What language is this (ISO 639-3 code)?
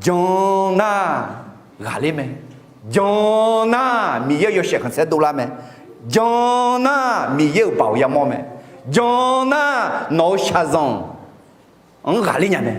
ahk